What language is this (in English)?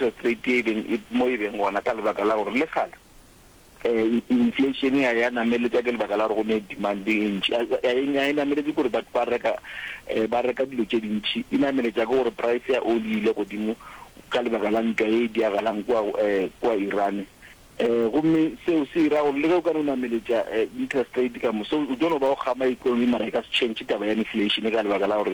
Northern Sotho